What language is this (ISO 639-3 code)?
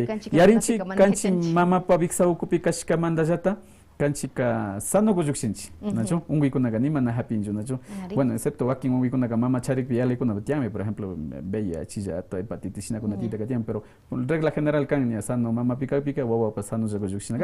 que